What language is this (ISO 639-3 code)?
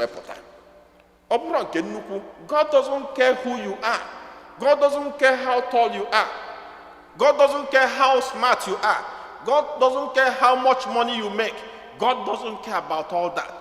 ibo